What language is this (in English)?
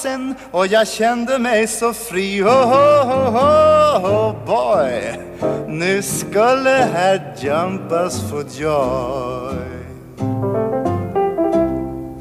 Swedish